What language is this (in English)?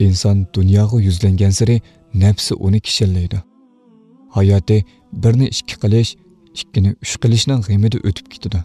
Uyghur